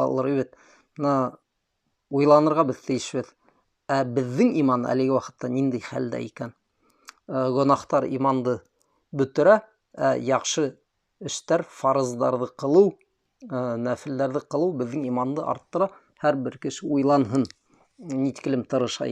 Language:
Bashkir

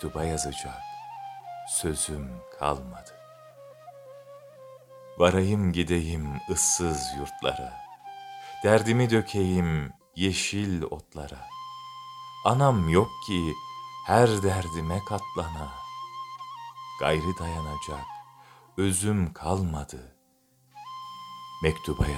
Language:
Turkish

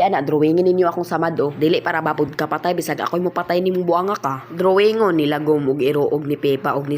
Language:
Cebuano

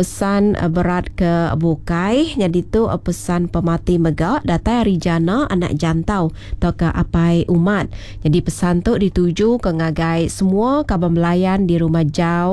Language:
Iban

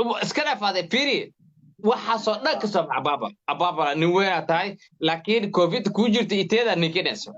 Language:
Somali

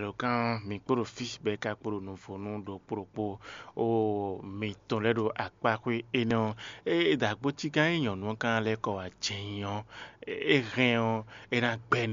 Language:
Fon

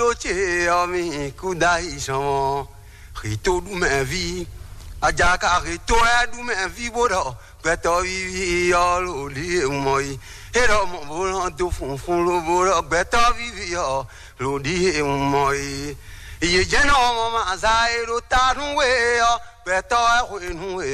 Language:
Fon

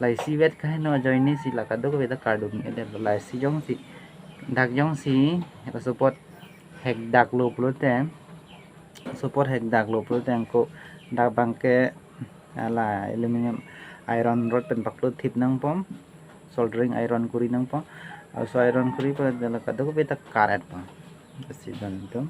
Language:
Karbi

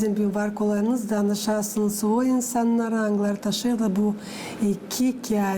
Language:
Gagauz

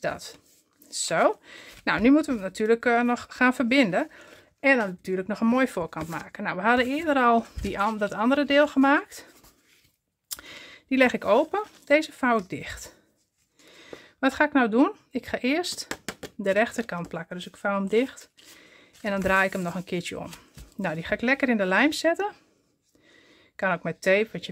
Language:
Dutch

